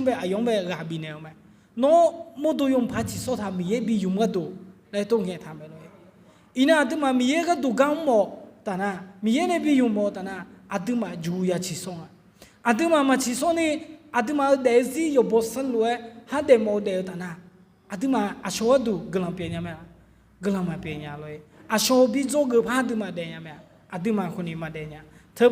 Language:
Akha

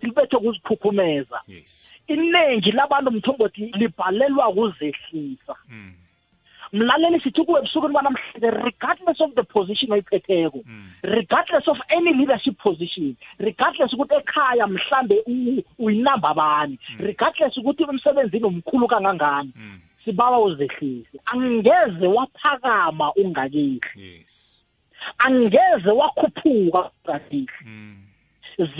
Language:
South Ndebele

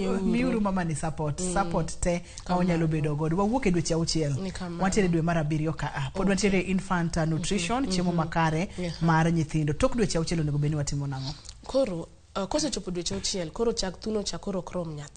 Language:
Luo (Kenya and Tanzania)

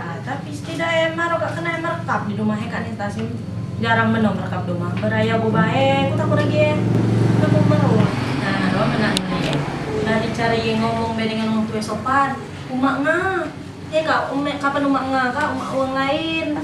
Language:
Musi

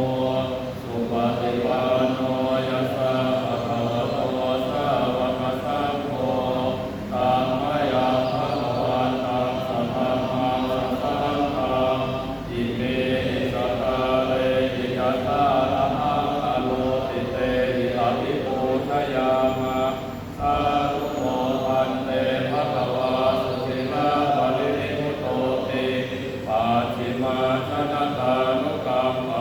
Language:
Pali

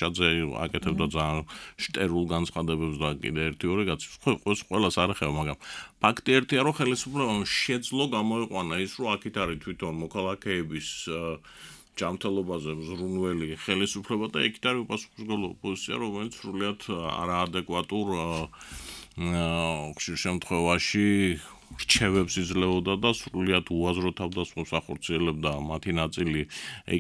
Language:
Georgian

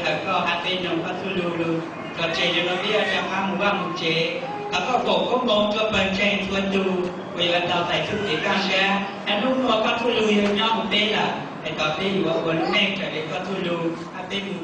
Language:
Hmong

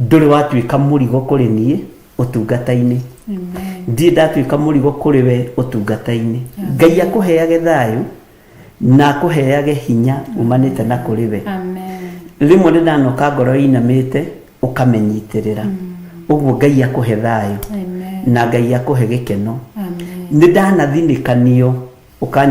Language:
Kikuyu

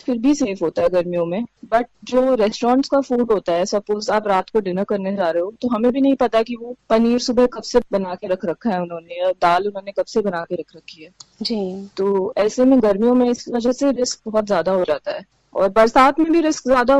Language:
Hindi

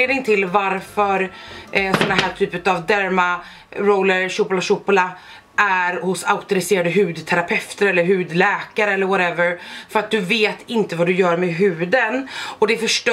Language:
Swedish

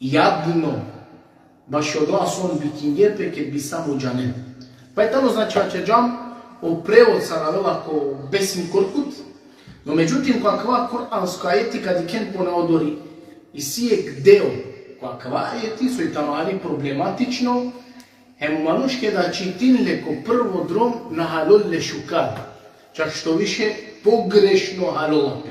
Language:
Balkan Romani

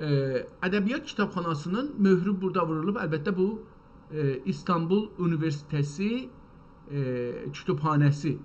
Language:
South Azerbaijani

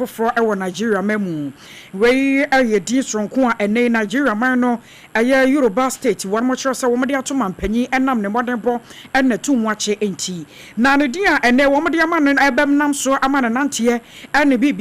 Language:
Akan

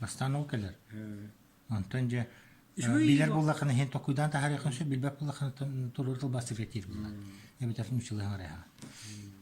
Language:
Yakut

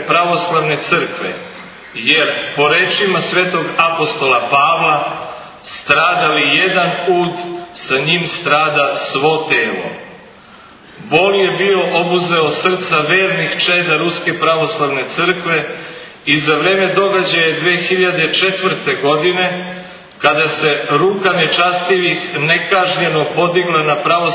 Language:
Serbian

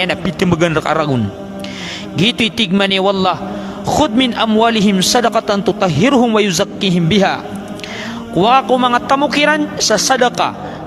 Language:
Maranao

